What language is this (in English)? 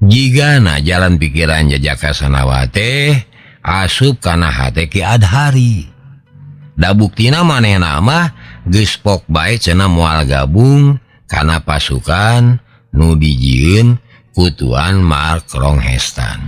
Sundanese